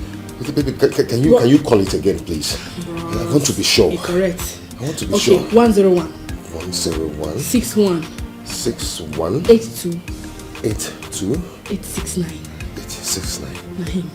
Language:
Nigerian Pidgin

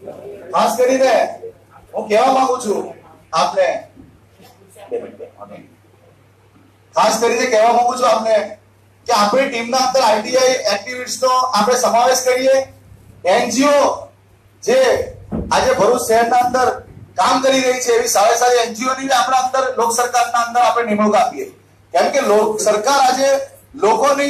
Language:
Gujarati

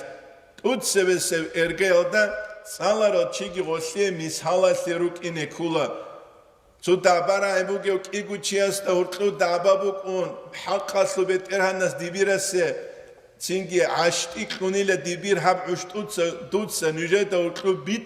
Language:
Avaric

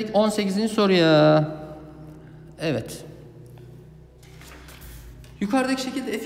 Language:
Turkish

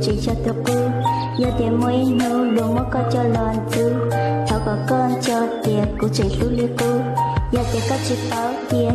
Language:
Hmong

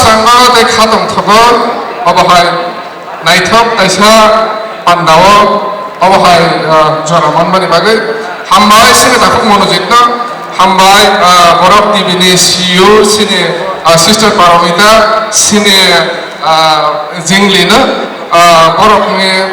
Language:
Kok Borok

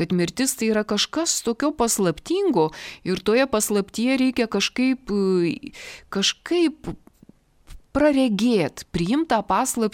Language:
Lithuanian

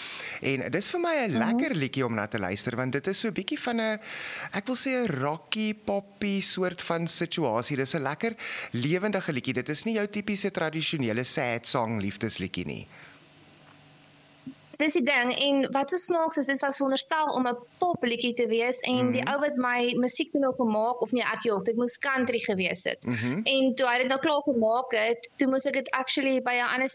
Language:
Afrikaans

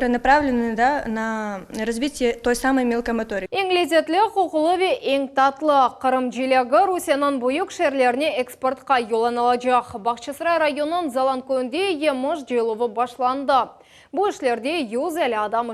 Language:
Crimean Tatar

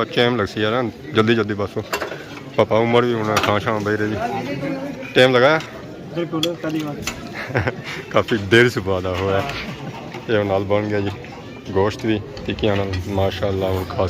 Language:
Pahari-Potwari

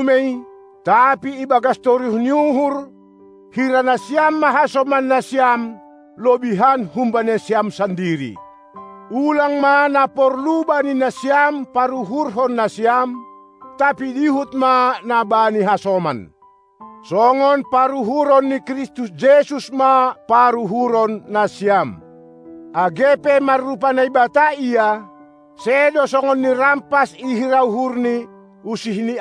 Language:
Batak Simalungun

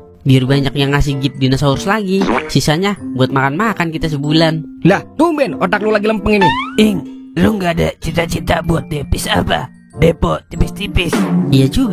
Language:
Betawi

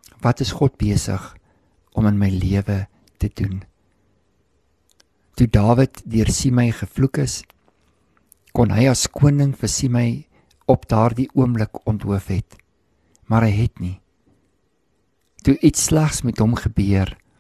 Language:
Afrikaans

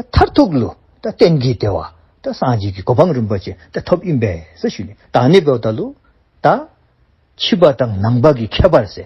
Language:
Dzongkha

